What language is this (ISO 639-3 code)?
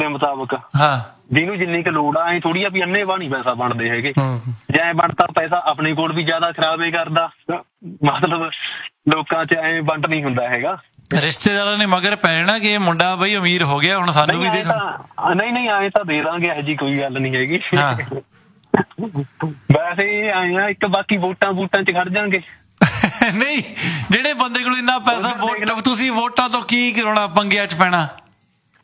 pan